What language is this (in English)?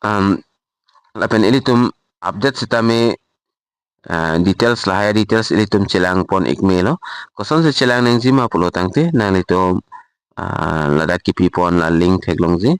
Karbi